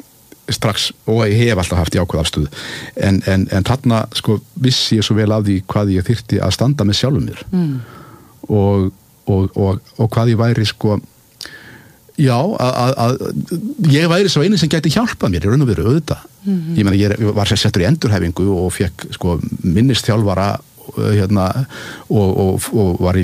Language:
Icelandic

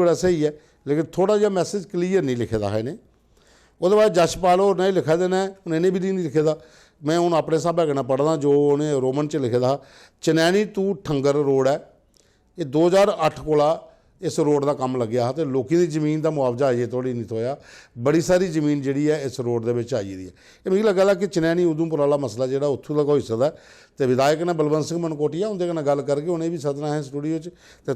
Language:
Dogri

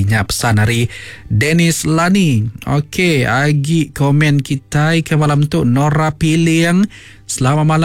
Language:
Iban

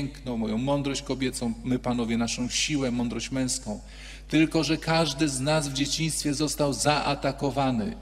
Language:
Polish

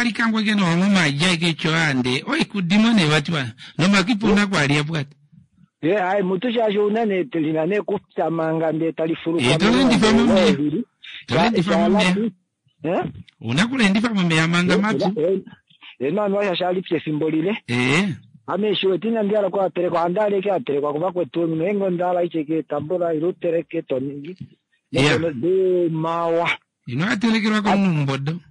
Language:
Kuanyama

